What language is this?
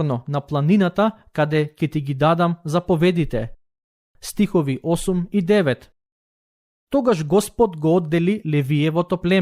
Macedonian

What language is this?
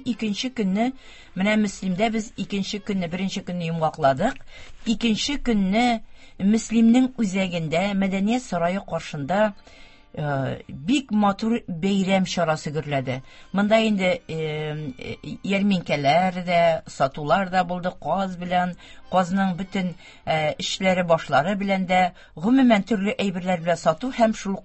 Tatar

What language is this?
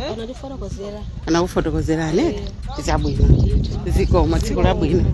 Nyanja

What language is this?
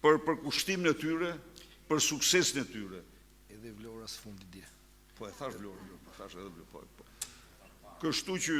Albanian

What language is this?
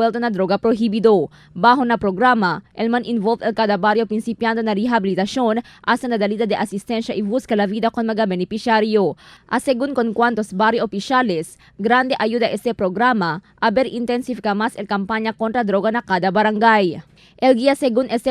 Chavacano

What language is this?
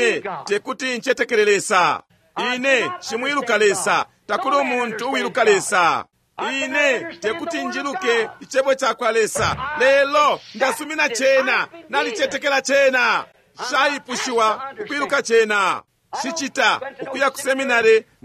Bemba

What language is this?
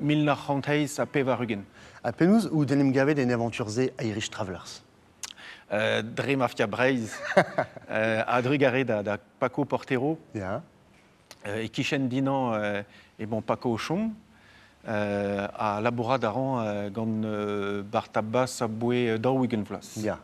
Breton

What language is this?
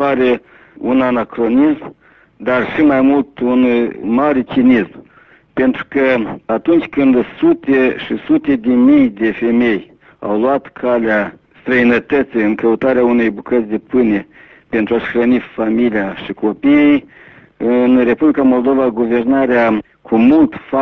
Romanian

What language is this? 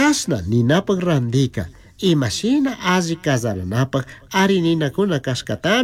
Chimborazo Highland Quichua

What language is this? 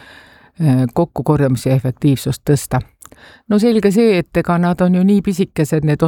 Estonian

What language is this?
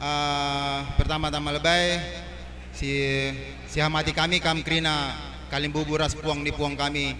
Batak Karo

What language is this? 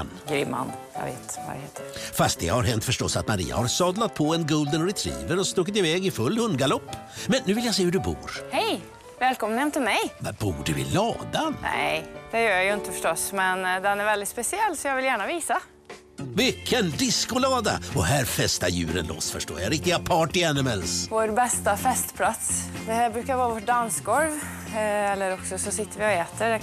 Swedish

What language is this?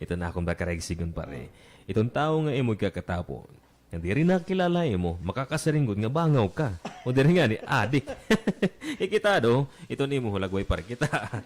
Waray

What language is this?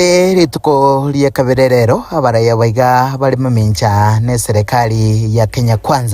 Gusii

